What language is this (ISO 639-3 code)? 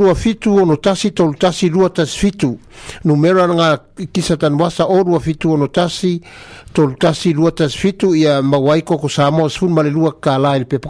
smo